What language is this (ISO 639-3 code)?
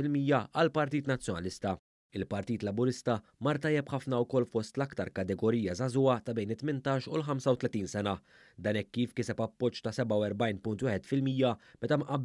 mlt